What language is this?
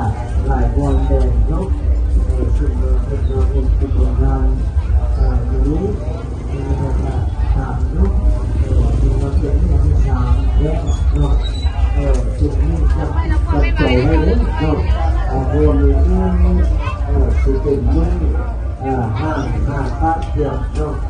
Lao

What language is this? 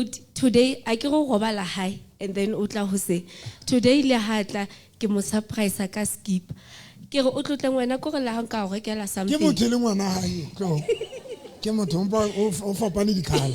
Southern Sotho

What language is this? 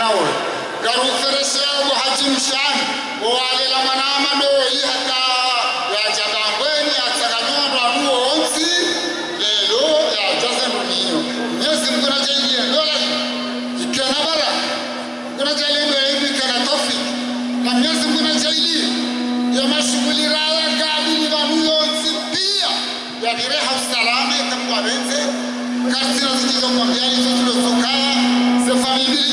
Swahili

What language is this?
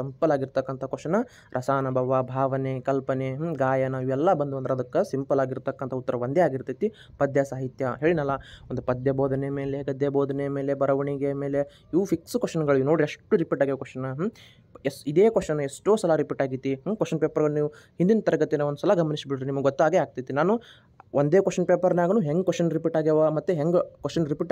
Kannada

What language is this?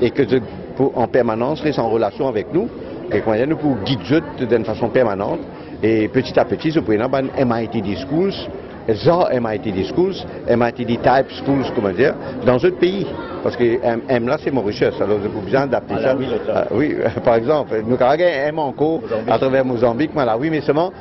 Morisyen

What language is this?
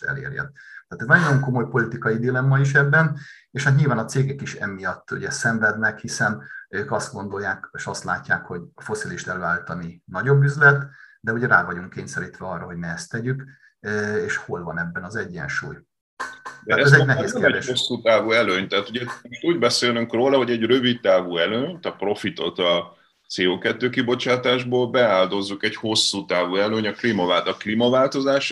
Hungarian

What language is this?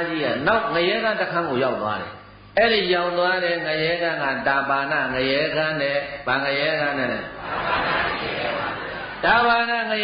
Burmese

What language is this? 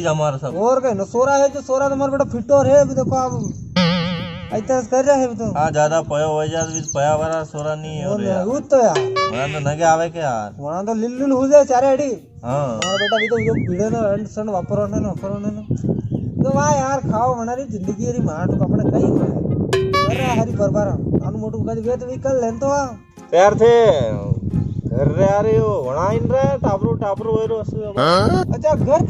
Rajasthani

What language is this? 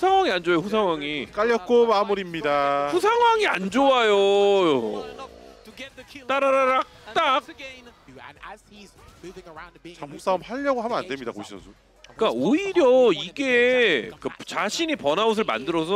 Korean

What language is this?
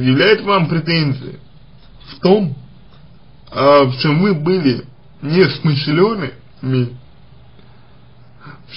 Russian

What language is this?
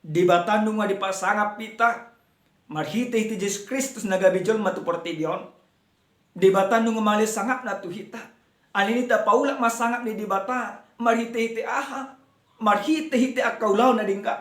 Batak Toba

